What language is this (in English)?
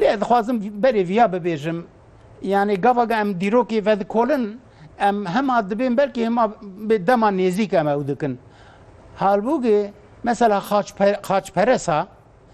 Kurdish